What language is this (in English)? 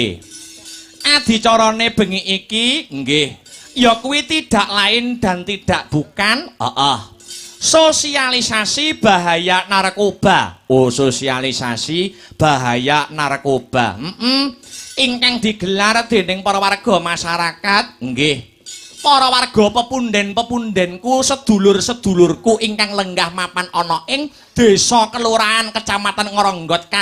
Javanese